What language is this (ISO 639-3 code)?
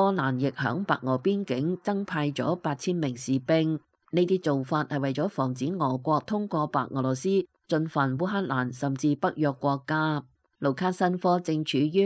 yue